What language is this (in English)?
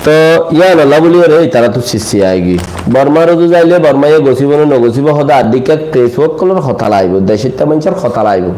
Rohingya